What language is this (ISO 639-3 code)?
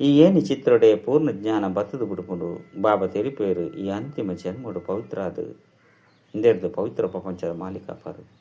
tcy